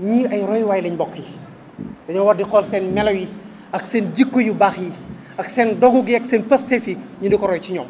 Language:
Wolof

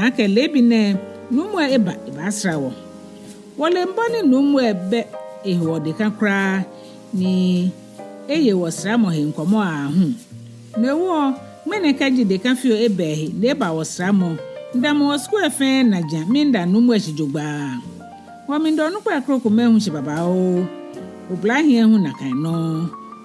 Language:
Ga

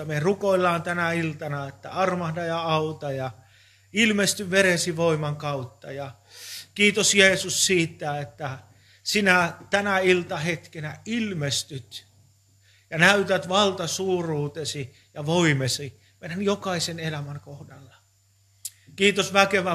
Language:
Finnish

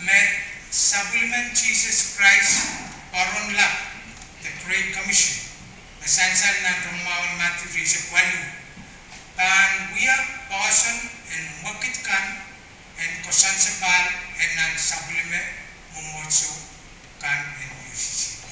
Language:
Pohnpeian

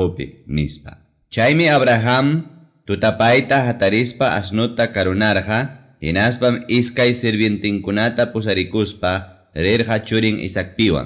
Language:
Ayacucho Quechua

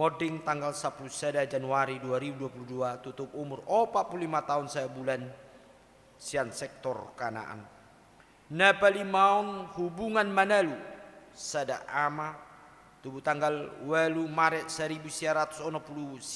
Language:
Batak Toba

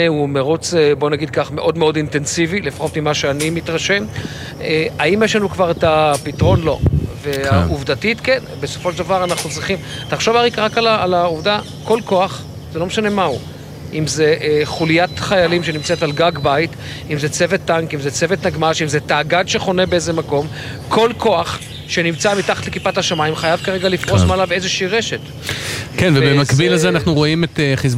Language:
Hebrew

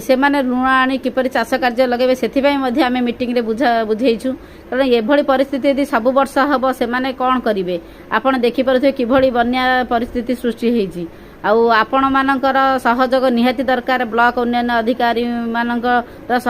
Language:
Odia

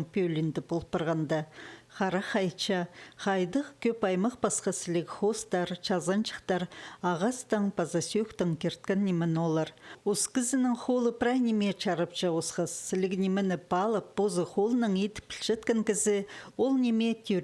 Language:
Khakas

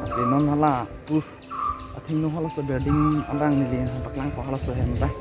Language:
Karbi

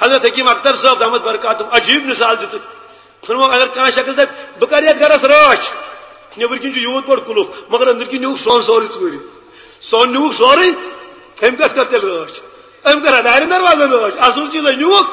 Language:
Kashmiri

